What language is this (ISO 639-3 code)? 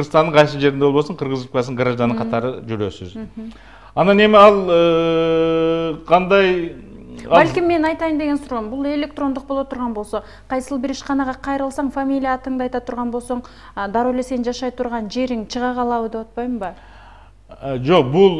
kir